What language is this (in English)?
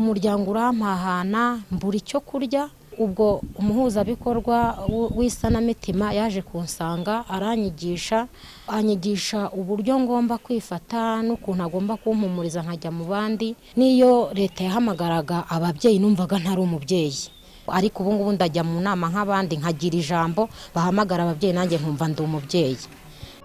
Kinyarwanda